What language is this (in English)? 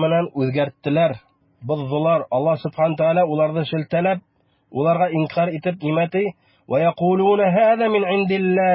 Bashkir